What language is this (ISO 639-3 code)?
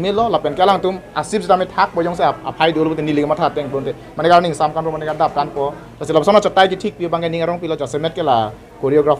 mjw